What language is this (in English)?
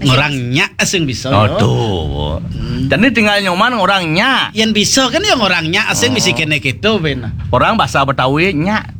Balinese